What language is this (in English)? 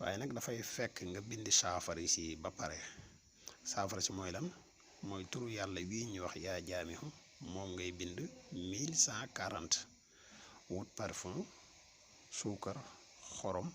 Wolof